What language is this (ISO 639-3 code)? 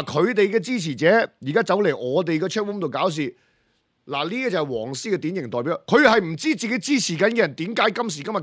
yue